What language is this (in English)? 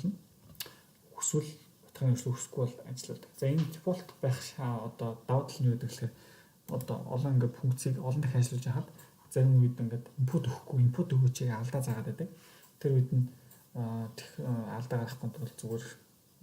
Mongolian